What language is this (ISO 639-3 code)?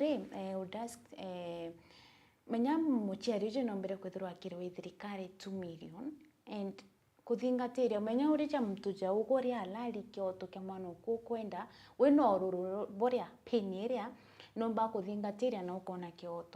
mer